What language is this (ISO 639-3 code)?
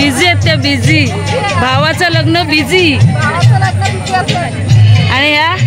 mar